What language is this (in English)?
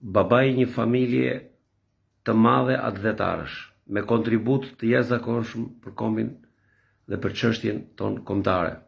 Albanian